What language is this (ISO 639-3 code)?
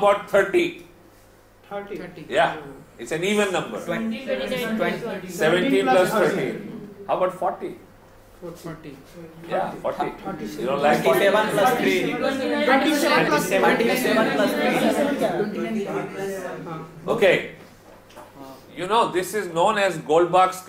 eng